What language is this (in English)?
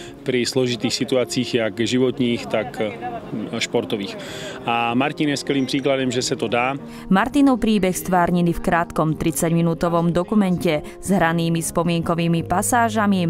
Slovak